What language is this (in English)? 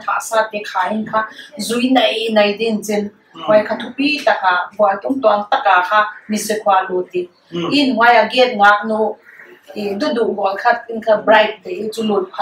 Paite Chin